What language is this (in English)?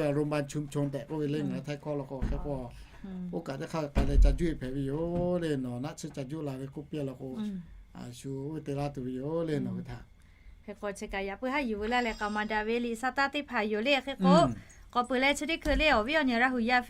Lahu